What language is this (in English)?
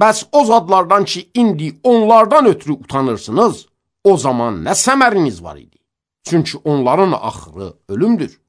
Azerbaijani